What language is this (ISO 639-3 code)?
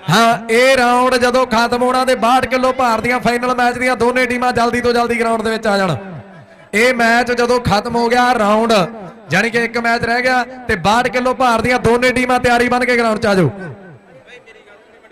pan